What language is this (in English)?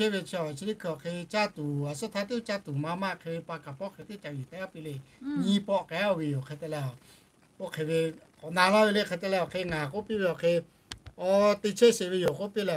Lahu